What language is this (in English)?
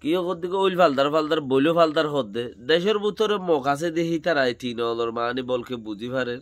Rohingya